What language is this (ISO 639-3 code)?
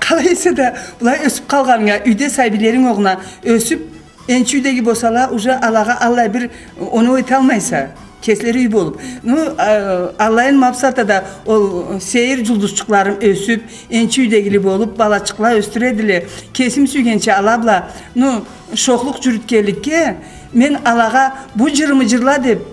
krc